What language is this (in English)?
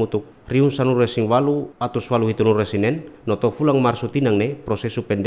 Tetum